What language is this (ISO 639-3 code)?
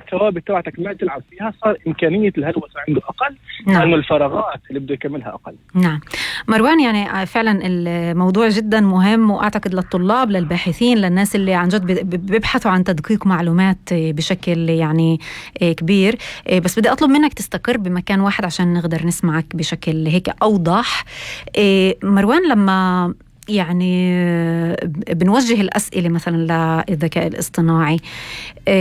apc